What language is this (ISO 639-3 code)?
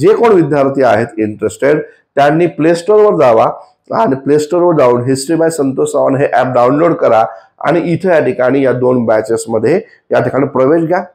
mar